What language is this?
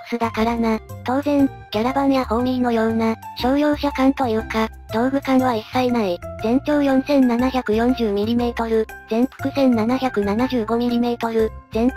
Japanese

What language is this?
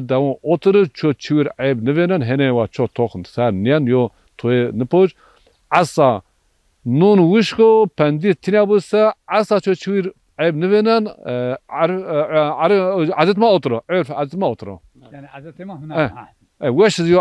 Zaza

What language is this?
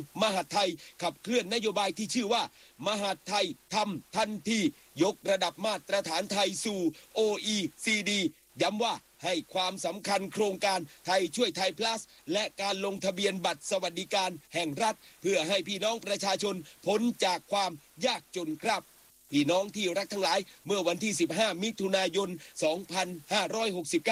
Thai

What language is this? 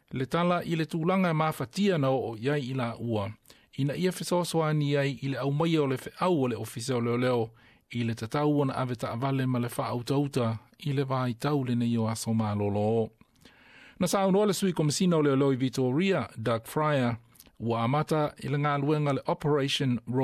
Samoan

